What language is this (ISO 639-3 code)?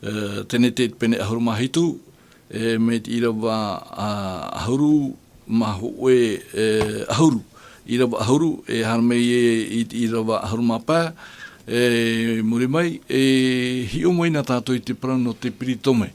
tah